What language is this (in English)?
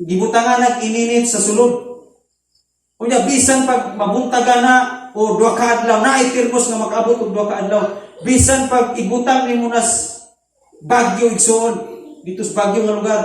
Cebuano